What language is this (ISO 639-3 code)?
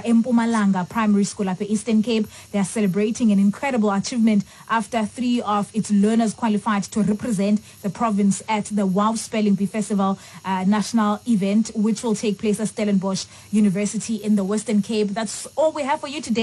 xho